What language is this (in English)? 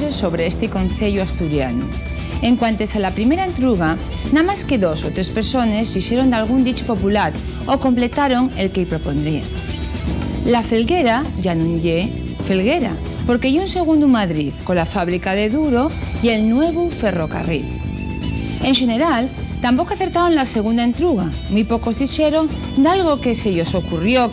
Asturian